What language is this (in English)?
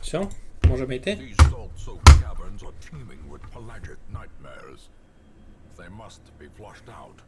Rusyn